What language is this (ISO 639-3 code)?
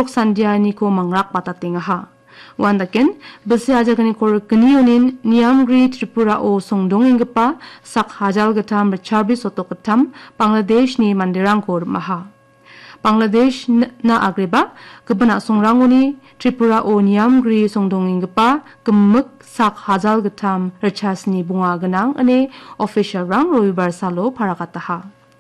grt